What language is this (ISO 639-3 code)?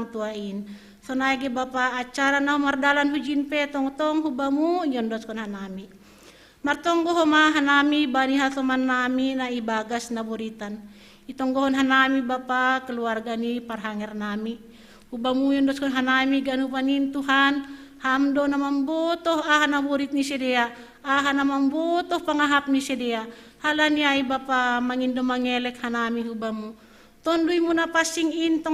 bts